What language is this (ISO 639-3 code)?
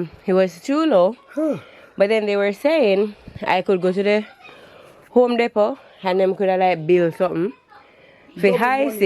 jam